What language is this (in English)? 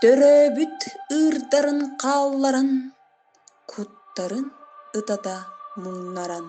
Yakut